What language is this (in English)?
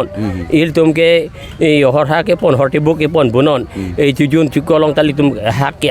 Karbi